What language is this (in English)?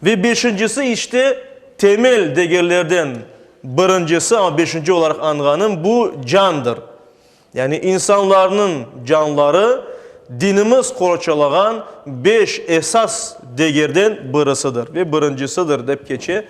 Crimean Tatar